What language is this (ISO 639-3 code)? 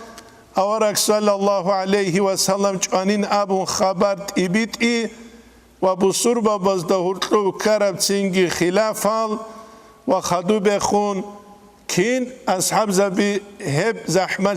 ava